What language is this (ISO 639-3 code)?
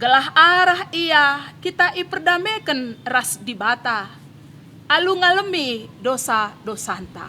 btx